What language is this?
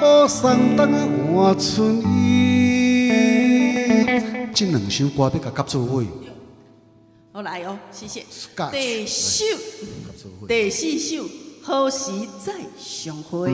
Min Nan Chinese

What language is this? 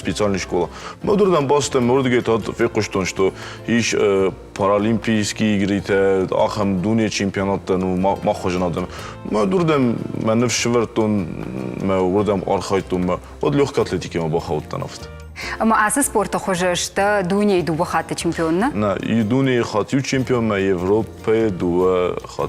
Ossetic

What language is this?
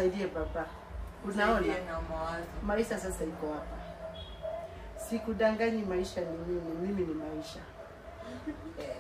Swahili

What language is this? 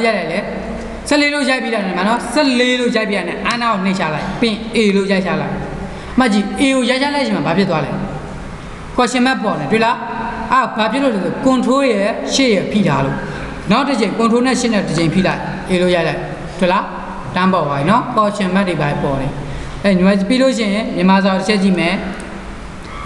Burmese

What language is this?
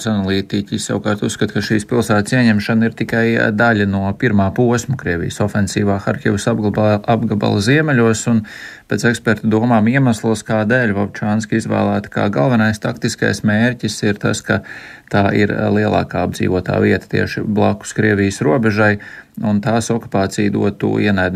Latvian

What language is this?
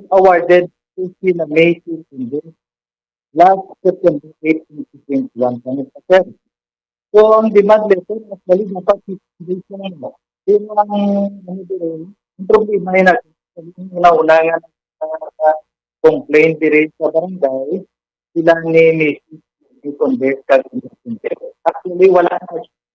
Hiligaynon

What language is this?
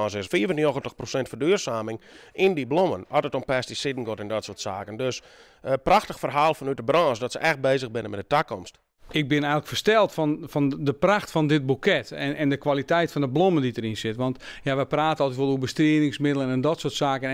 Western Frisian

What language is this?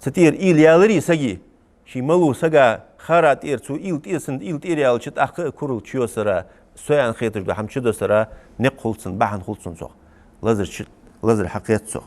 Ingush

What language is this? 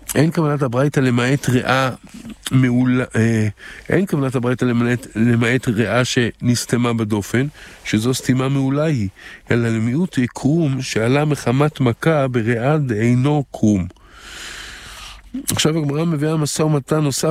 Hebrew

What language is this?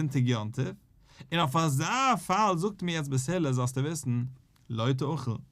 Yiddish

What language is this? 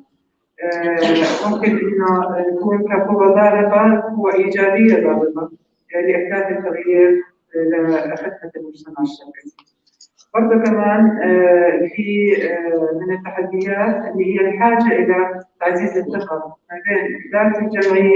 North Levantine Arabic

